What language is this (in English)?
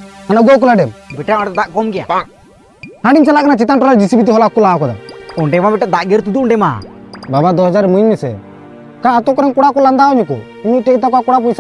Santali